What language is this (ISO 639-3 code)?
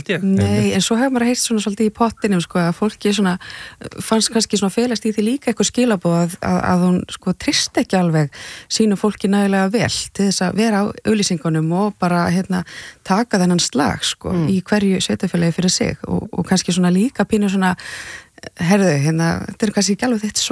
isl